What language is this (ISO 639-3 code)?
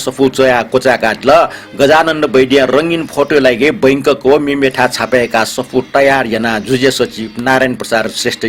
new